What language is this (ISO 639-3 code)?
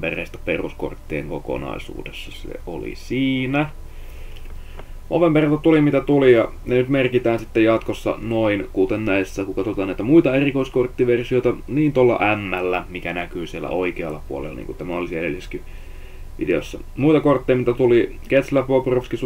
fin